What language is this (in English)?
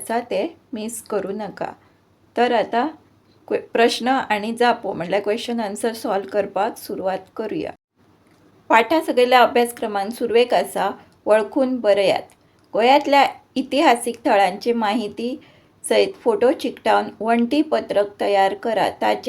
Konkani